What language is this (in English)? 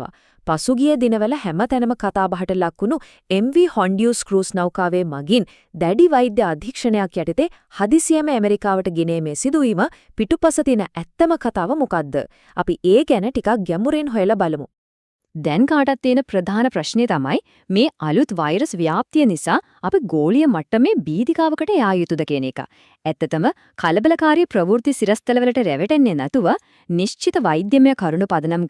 Sinhala